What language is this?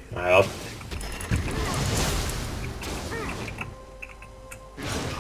Dutch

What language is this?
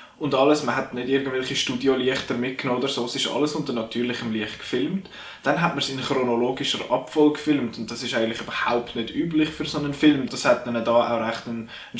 Swiss German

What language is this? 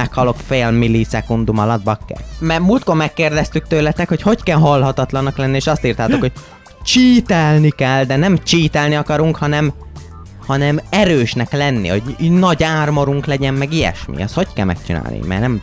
Hungarian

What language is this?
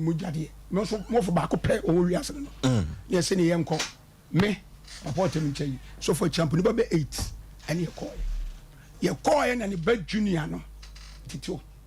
Akan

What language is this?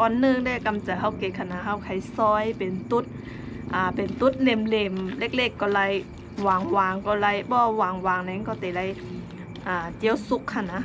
Shan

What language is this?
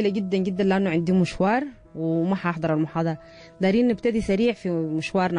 Sudanese Arabic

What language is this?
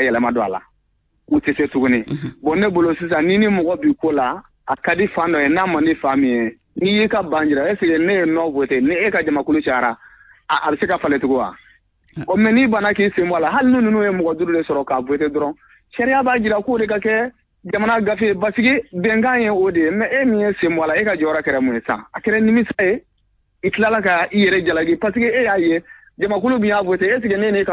Bambara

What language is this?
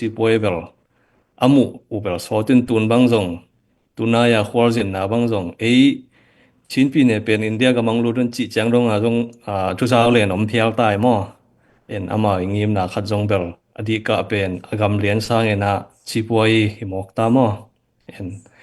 Tedim Chin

